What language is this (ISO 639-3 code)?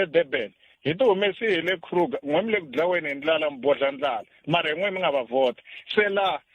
tso